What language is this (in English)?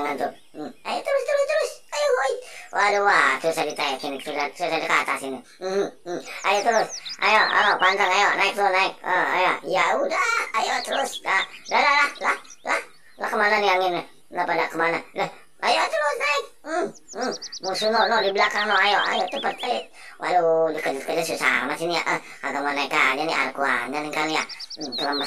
Betawi